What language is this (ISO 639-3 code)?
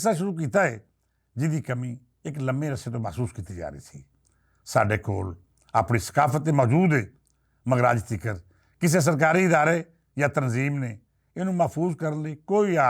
lah